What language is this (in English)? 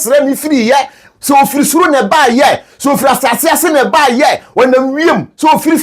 Akan